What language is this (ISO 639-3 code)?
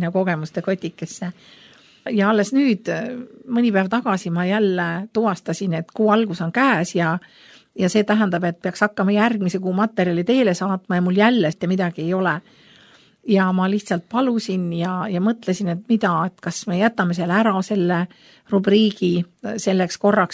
est